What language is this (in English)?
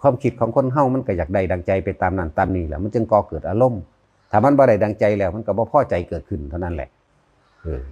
Northeastern Thai